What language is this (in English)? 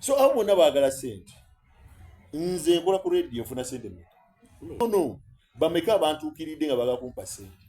Soga